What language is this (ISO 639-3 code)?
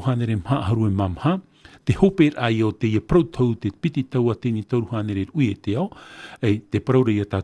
tah